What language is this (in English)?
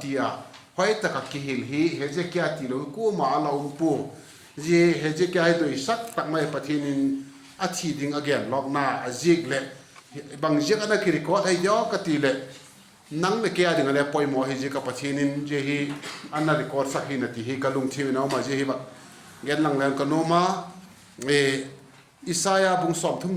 Vaiphei